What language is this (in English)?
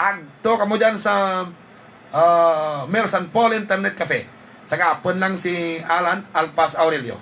Hiligaynon